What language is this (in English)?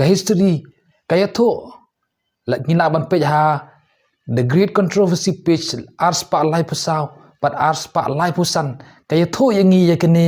Khasi